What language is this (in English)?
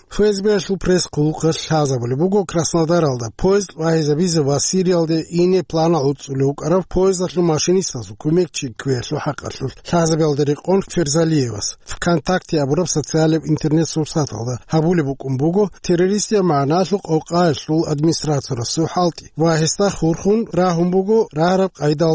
Avaric